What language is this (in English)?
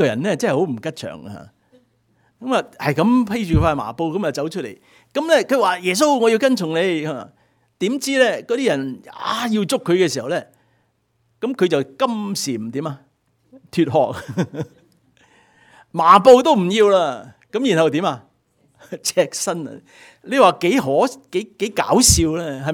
Cantonese